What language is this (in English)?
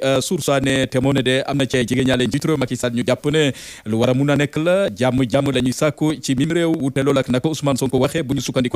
Wolof